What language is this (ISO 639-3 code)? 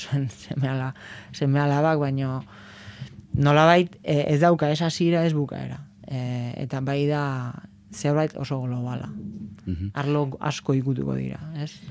eus